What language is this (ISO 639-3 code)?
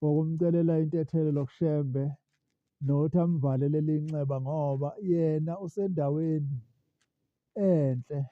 zul